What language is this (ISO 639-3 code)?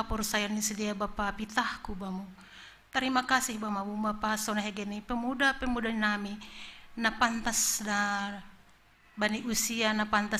bts